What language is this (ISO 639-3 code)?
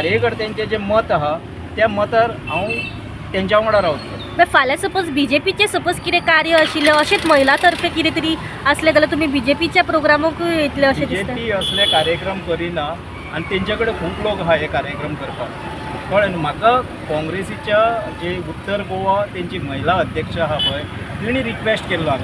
kok